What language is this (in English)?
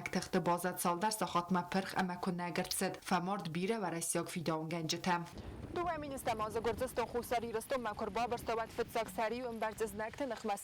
Ossetic